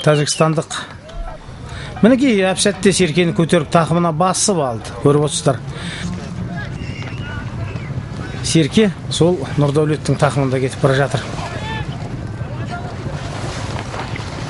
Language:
Kazakh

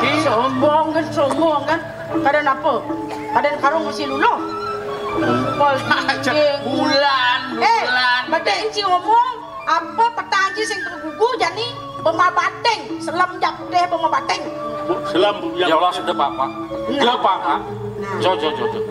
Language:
Balinese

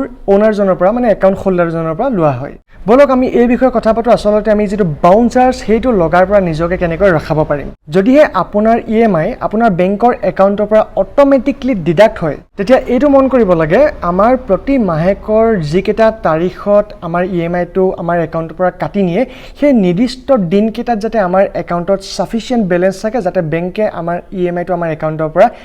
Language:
Assamese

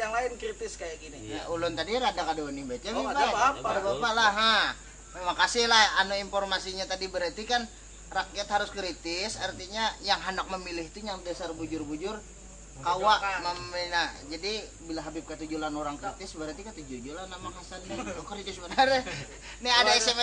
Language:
Banjar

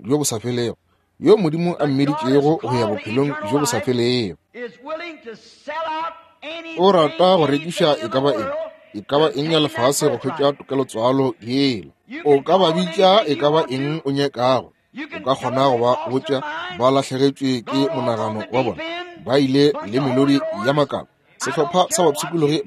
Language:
Northern Sotho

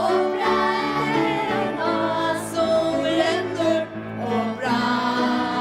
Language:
Faroese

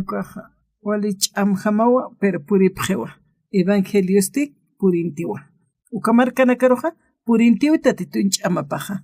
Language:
Aymara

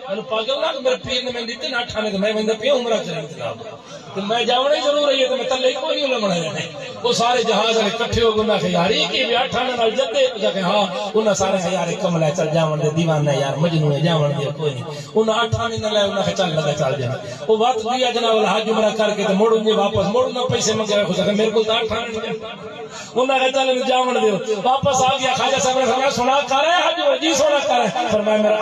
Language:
Saraiki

